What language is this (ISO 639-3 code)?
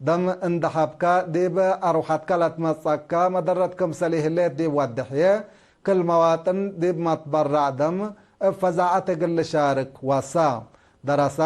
tig